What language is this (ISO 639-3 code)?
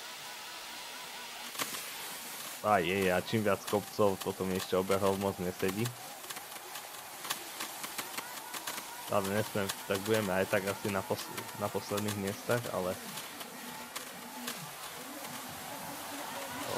slk